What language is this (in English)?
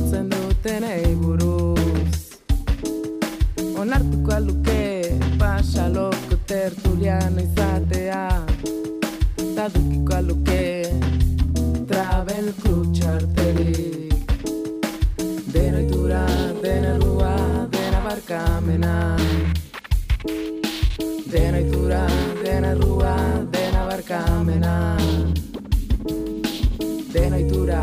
Basque